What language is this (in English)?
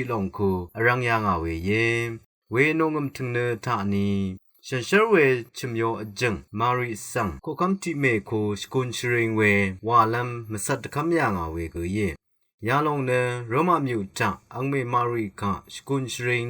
Rawang